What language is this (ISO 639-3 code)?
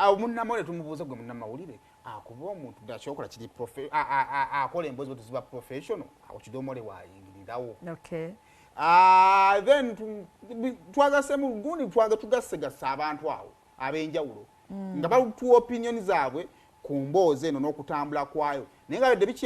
lug